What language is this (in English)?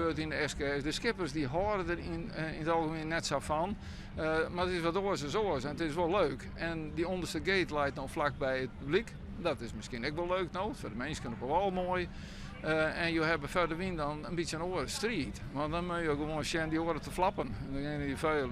Western Frisian